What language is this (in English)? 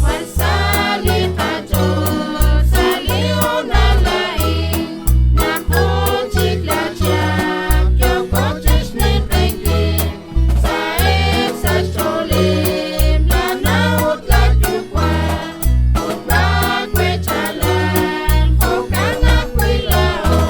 Kekchí